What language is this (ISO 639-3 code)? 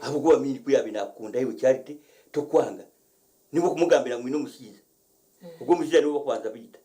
nyn